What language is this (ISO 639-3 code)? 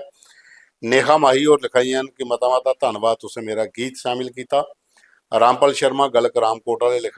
doi